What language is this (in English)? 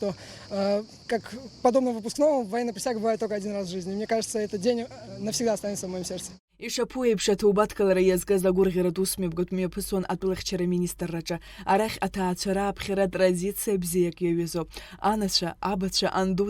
Abkhazian